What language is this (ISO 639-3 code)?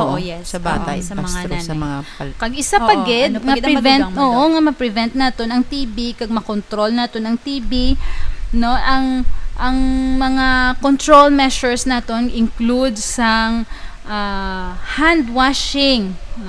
hil